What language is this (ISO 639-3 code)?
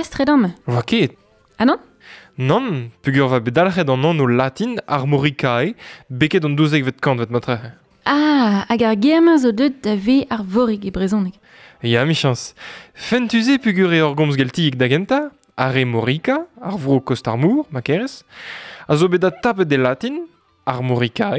bre